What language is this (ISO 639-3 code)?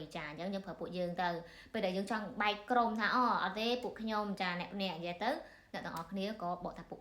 khm